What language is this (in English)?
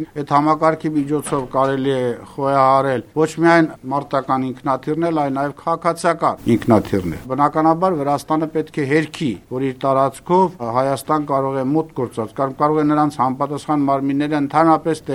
Armenian